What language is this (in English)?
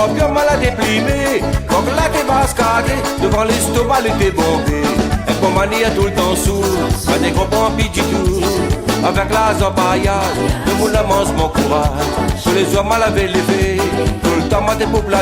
Réunion Creole French